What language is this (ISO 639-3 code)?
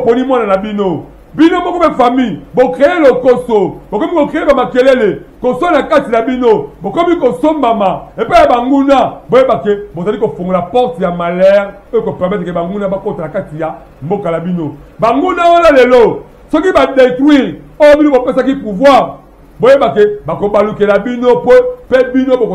lin